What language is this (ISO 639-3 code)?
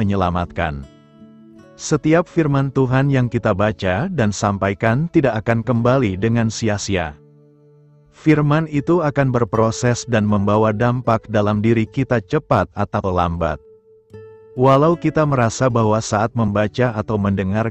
ind